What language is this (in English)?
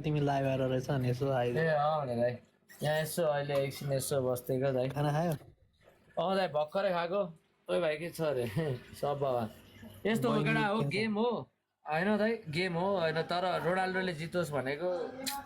Nepali